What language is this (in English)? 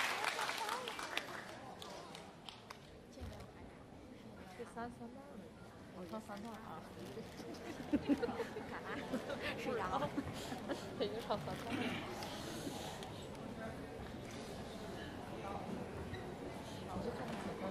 Chinese